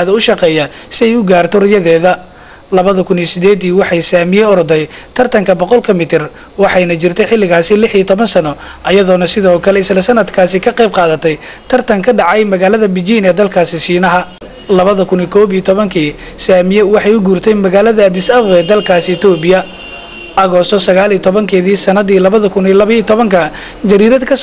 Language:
Somali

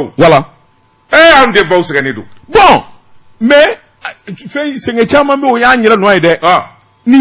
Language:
Bambara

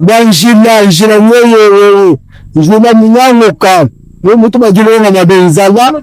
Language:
Luba-Lulua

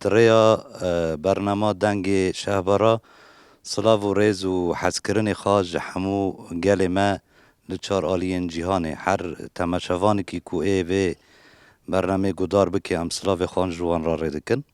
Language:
Kurdish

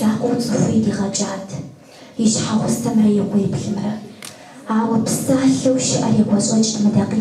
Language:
Kabardian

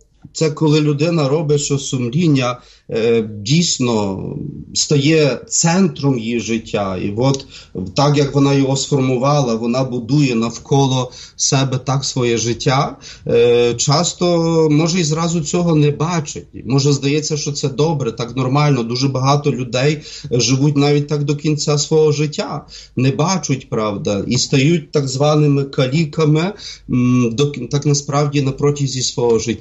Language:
Ukrainian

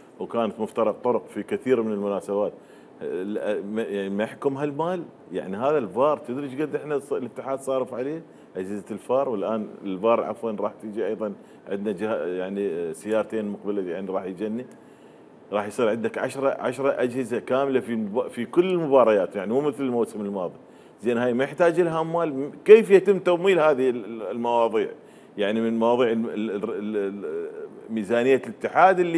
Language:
Mesopotamian Arabic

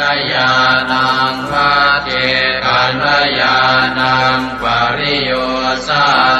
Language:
Pali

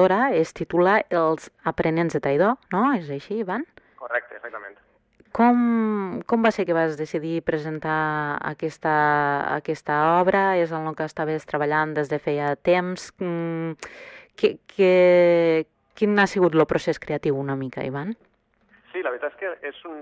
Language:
Catalan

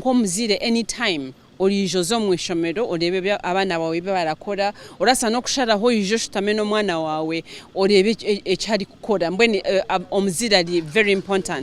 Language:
Nyankole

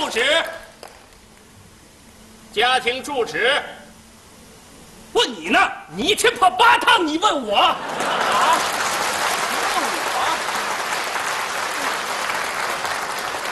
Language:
Chinese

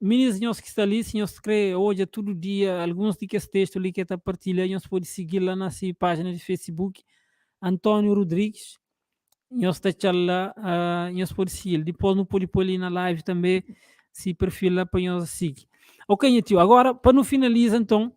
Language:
Kabuverdianu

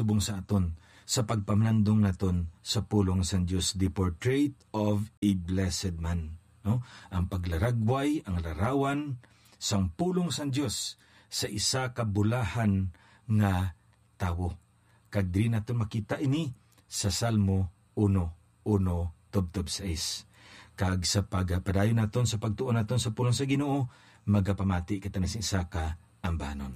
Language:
Hiligaynon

